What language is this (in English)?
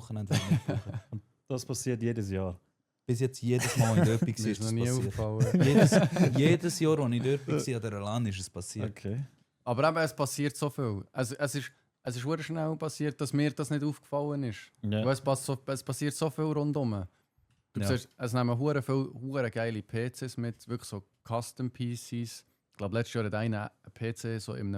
Swiss German